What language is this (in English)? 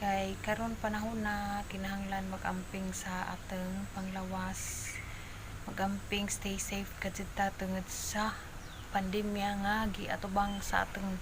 Cebuano